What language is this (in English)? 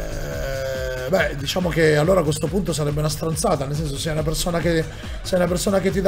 Italian